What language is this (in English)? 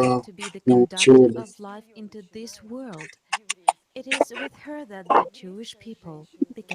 Nyanja